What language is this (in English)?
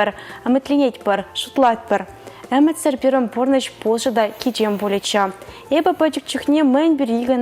Chuvash